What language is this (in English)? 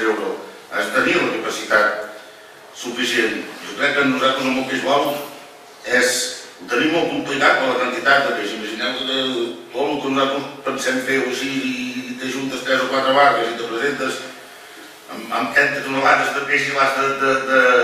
Catalan